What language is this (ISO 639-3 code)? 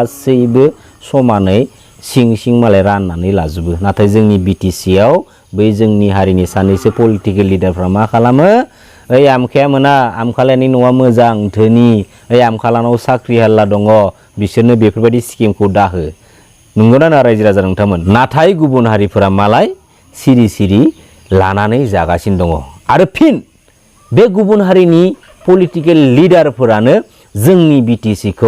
brx